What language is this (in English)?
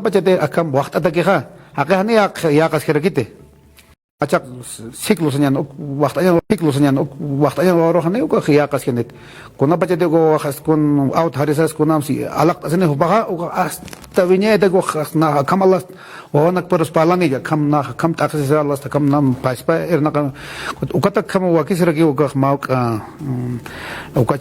Aymara